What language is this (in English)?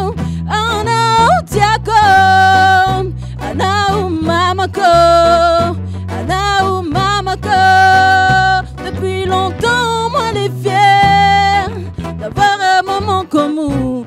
Réunion Creole French